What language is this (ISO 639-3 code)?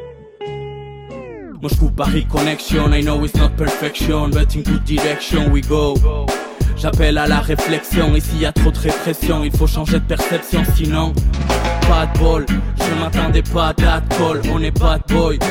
eus